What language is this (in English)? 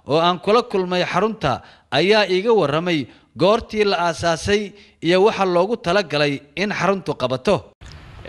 Somali